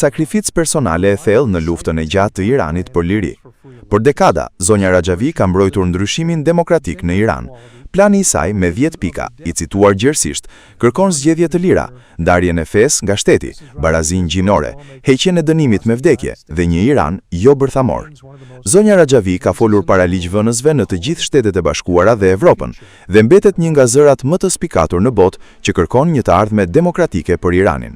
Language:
Albanian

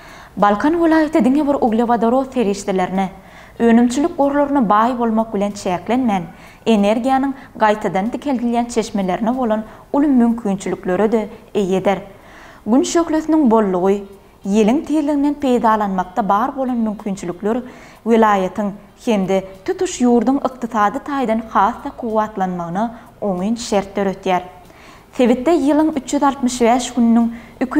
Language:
Turkmen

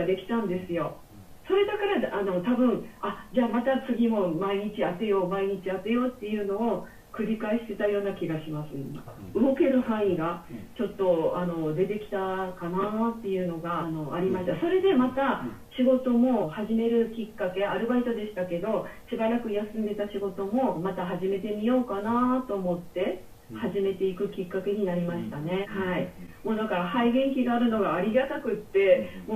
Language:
Japanese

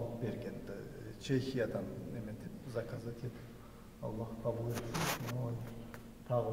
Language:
Karachay-Balkar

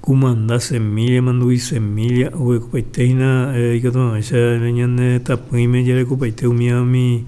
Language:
Guarani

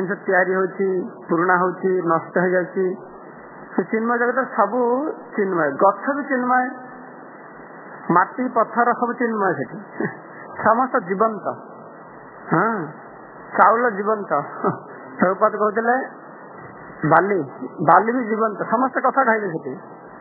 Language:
Odia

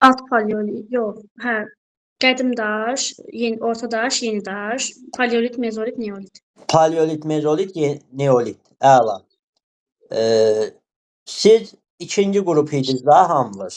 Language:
Azerbaijani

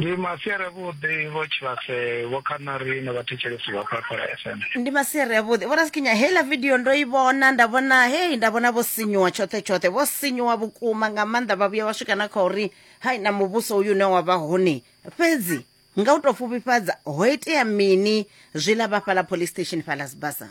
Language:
Venda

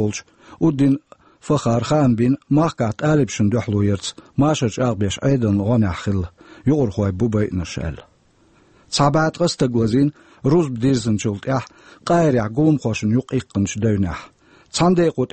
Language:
Chechen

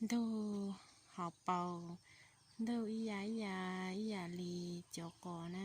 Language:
Hmong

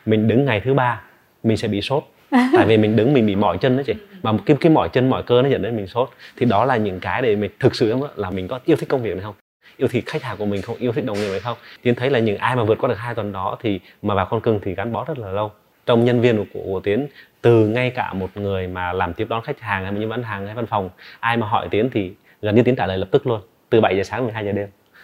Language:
Vietnamese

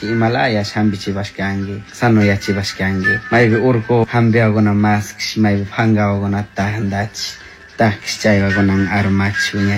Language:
Chimborazo Highland Quichua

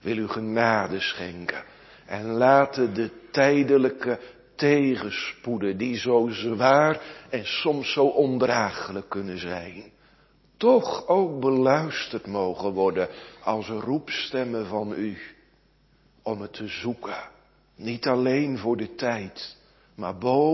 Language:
Dutch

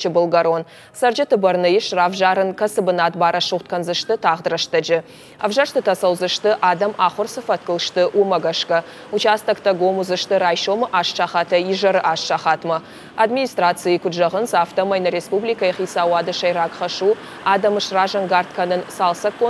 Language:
Ossetic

